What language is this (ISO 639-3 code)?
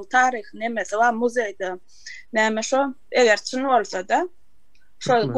tuk